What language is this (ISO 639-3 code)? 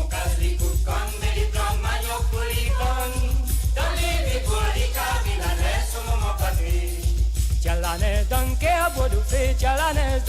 mfe